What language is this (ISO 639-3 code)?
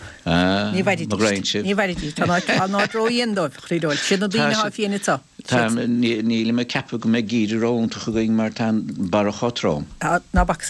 gle